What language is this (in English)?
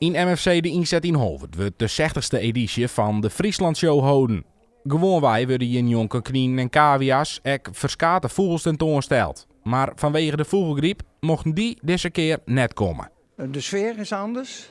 Western Frisian